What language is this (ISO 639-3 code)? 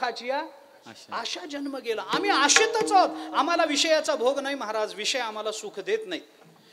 mar